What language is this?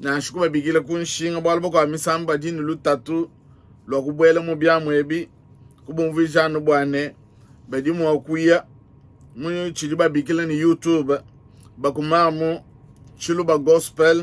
Luba-Lulua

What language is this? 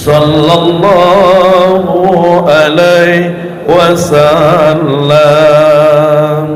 Minangkabau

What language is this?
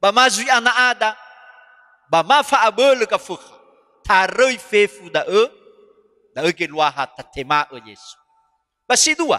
Nias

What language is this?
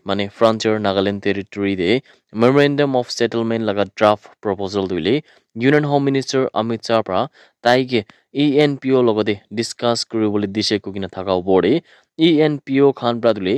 Naga Pidgin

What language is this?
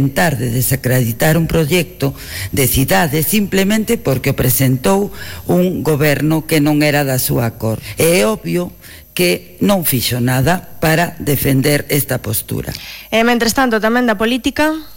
Galician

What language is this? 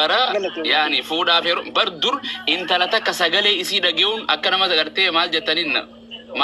Oromo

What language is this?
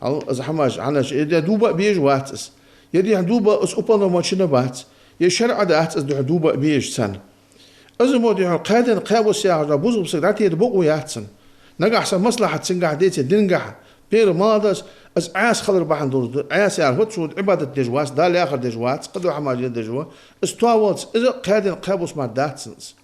Ingush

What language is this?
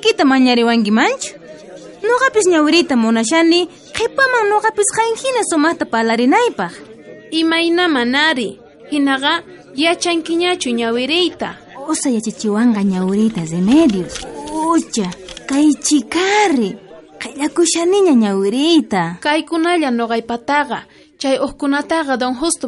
South Bolivian Quechua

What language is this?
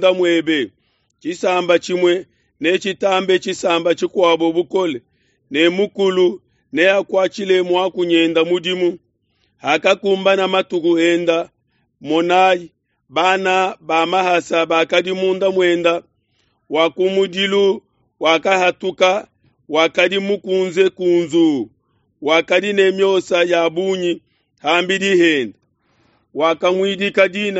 Luba-Lulua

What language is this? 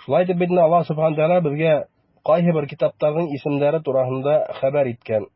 Bashkir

